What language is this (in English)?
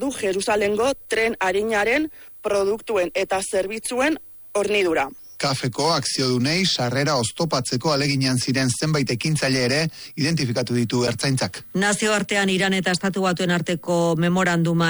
Basque